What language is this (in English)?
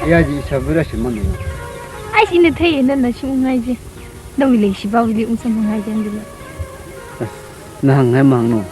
Tangkhul Naga (India)